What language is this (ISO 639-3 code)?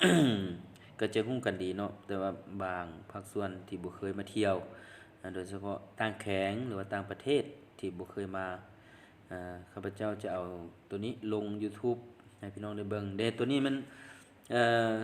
lao